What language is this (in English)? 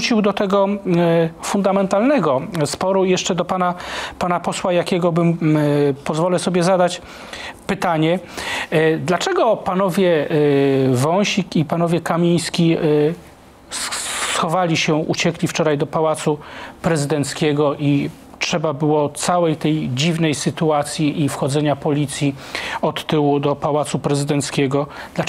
Polish